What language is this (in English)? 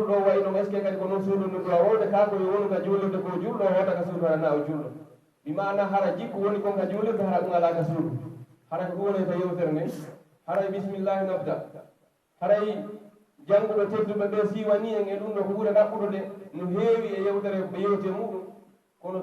Pular